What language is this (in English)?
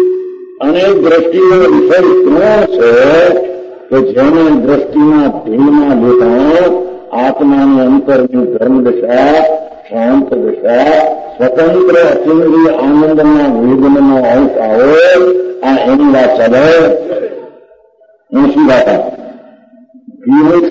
Gujarati